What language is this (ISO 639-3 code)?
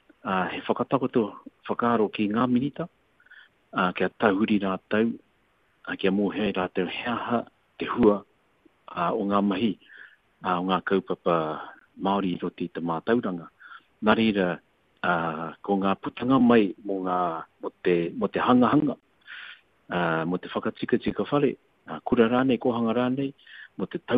mri